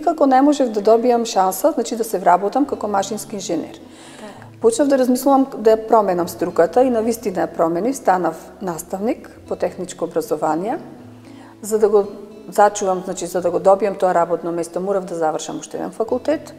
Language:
Macedonian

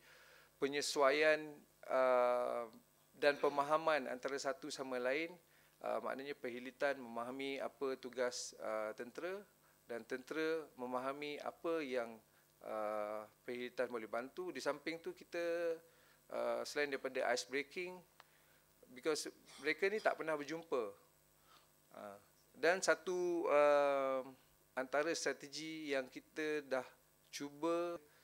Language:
Malay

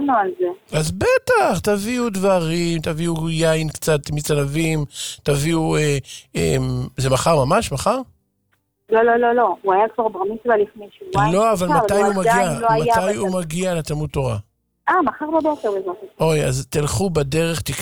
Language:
Hebrew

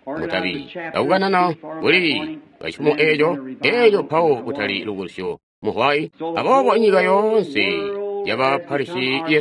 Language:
Tonga (Zambia)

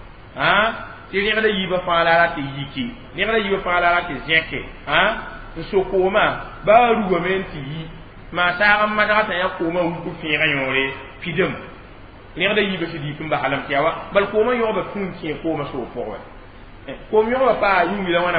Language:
Mossi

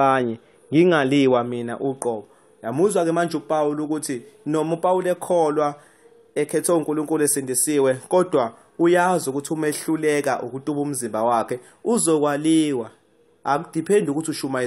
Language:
Zulu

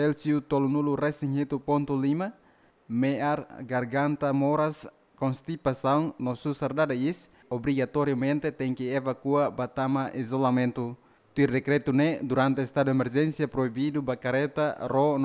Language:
Tetum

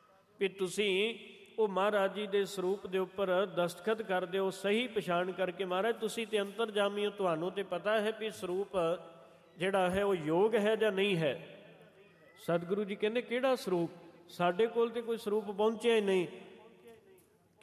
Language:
Punjabi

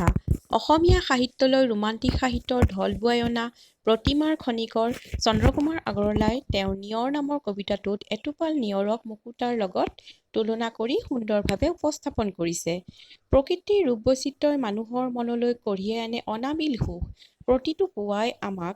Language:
Assamese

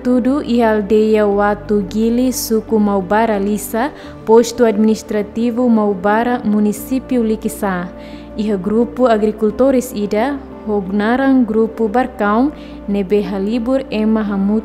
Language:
Tetum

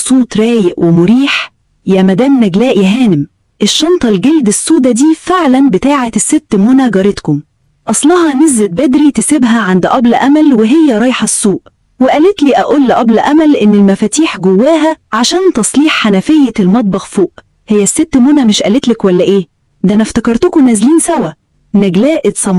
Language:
Egyptian Arabic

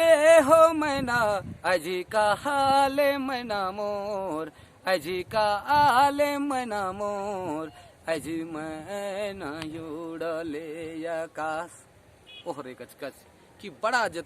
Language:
Sadri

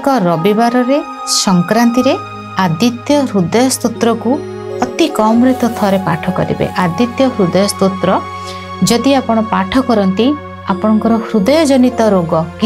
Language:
Odia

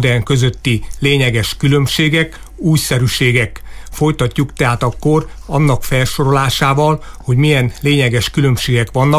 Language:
Hungarian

